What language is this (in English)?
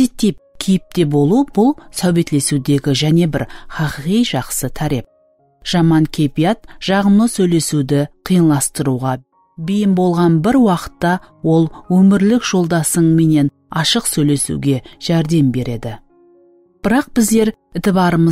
Kara-Kalpak